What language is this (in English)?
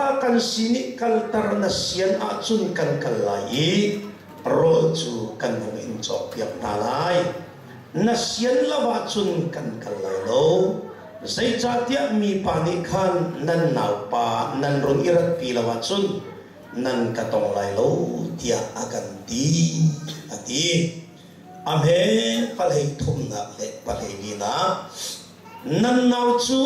Hakha Chin